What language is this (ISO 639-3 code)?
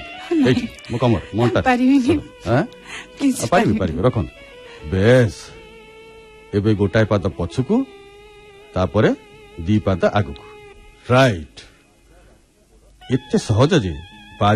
ori